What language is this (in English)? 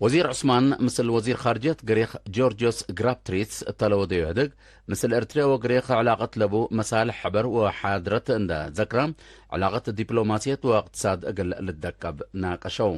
Tigre